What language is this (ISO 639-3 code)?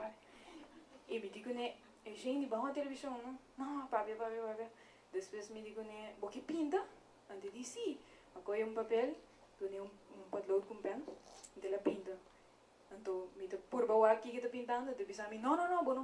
pap